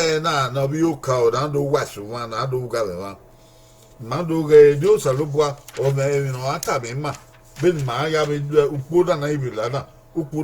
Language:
Bini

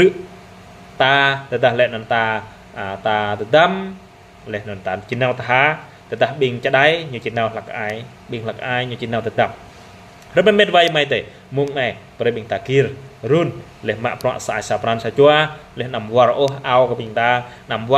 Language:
Jarai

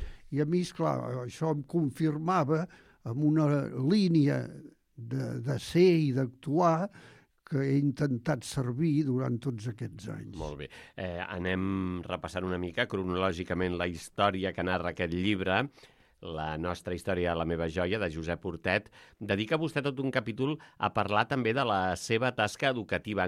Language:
Catalan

